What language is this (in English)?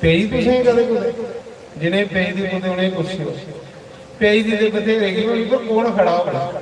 Dogri